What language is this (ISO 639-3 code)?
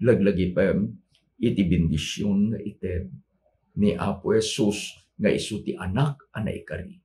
ilo